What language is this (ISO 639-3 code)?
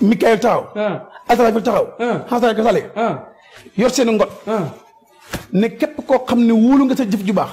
wol